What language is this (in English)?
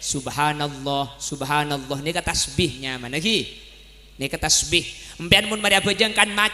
Madurese